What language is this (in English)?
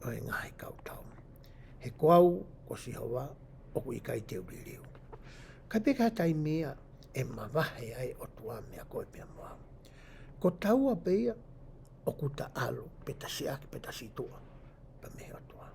Tongan